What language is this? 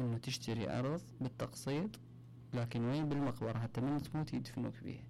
Mesopotamian Arabic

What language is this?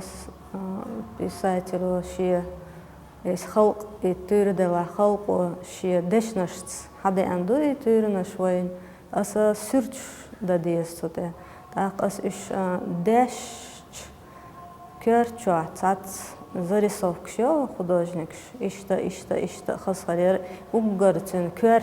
Chechen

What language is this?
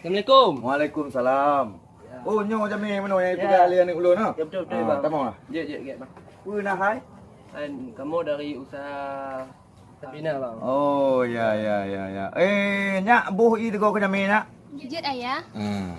Achinese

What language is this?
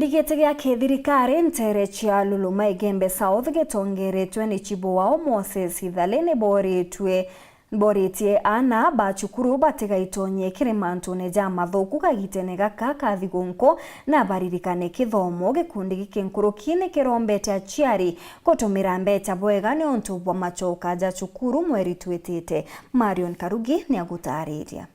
Meru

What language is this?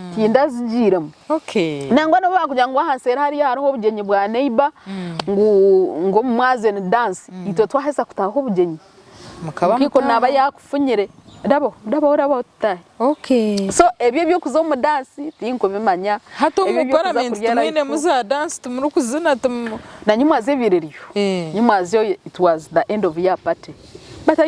Nyankole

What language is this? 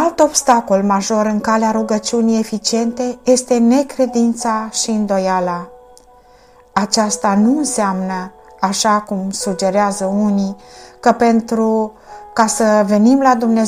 Romanian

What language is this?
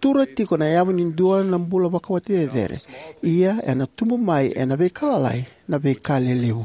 Fijian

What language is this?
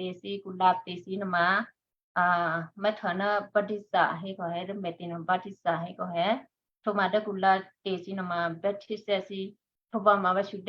Western Kayah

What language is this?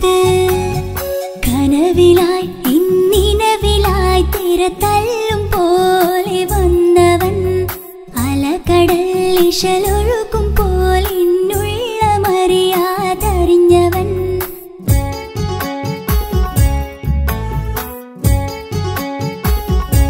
Malayalam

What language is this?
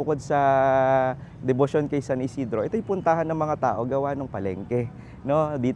Filipino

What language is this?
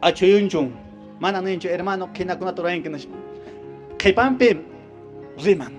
Quechua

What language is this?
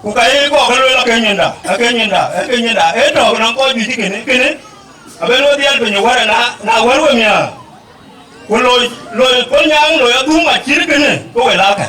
Dinka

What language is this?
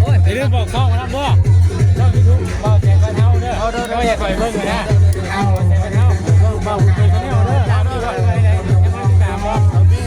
Northeastern Thai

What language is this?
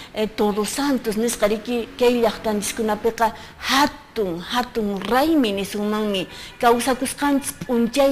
Quechua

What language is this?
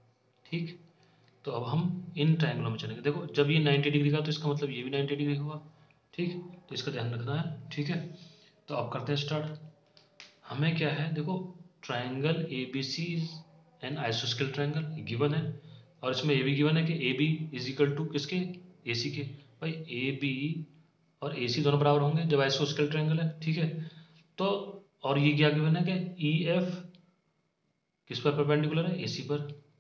Hindi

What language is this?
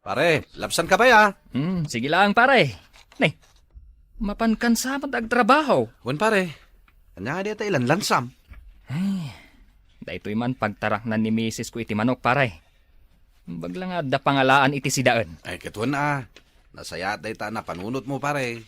Iloko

